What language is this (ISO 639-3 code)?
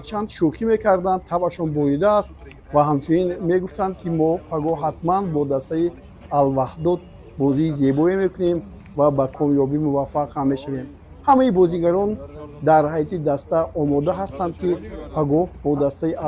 tgk